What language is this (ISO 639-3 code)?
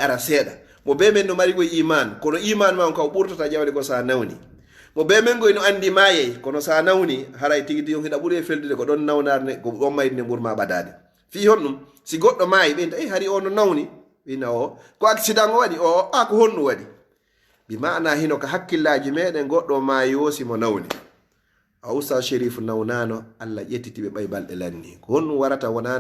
ful